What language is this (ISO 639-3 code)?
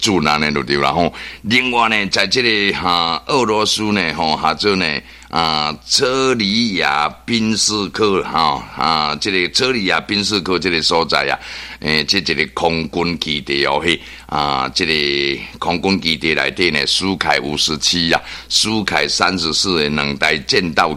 nan